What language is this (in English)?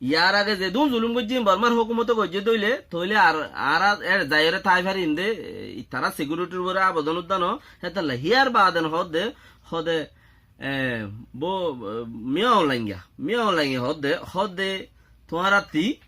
Rohingya